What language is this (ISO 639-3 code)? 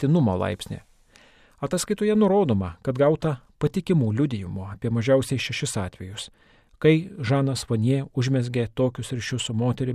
lit